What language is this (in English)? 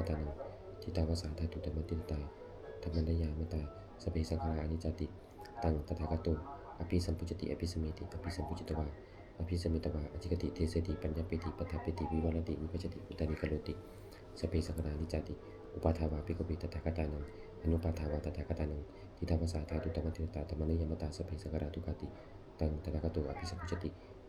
Pali